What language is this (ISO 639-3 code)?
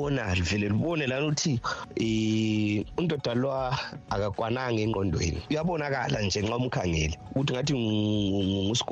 nde